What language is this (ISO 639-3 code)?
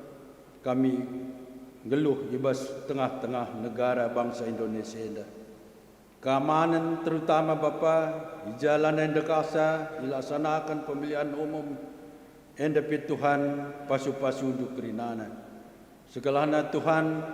btx